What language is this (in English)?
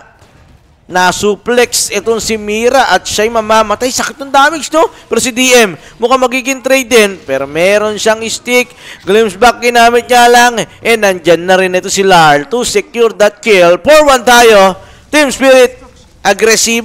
Filipino